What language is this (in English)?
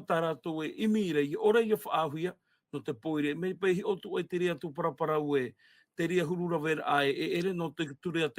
Tahitian